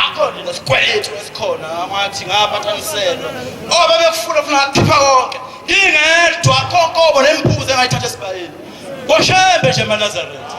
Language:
Zulu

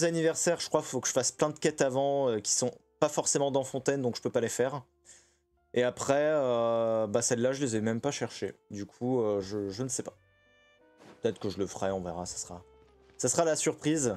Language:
French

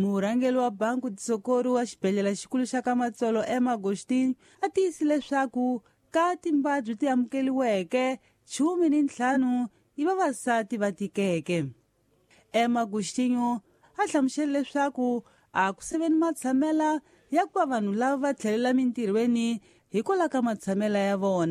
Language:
Tsonga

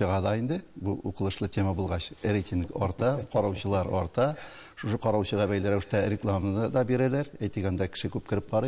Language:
Tatar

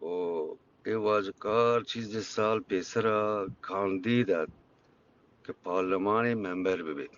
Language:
Eastern Balochi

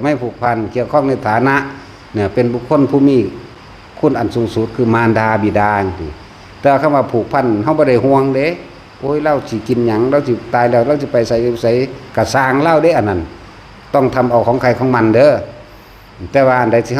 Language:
Northeastern Thai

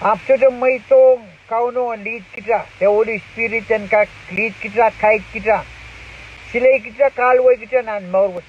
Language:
Pohnpeian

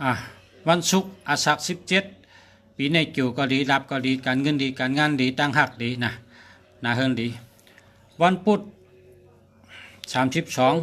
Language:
Shan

